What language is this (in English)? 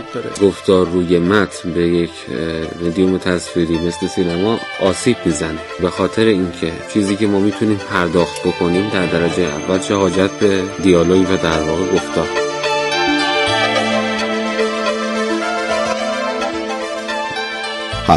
Persian